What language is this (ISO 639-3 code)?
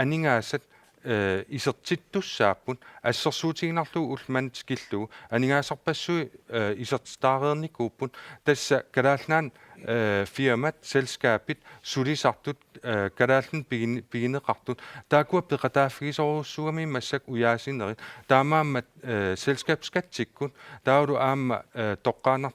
kal